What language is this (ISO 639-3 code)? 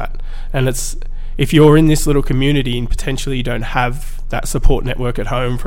eng